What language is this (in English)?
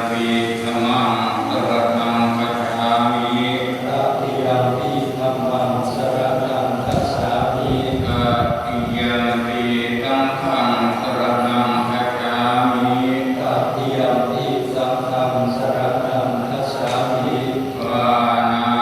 Pali